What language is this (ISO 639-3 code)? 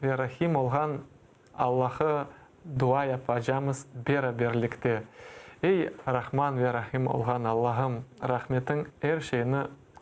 crh